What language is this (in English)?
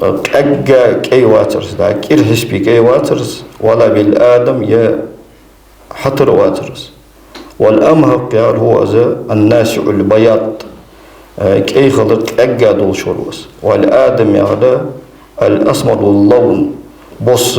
Ingush